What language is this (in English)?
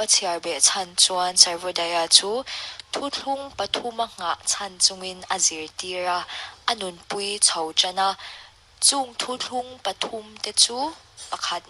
Mizo